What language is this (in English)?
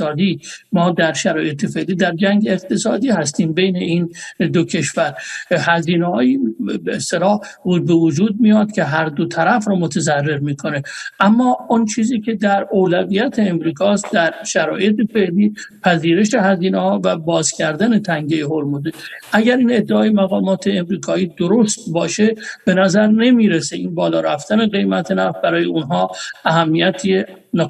Persian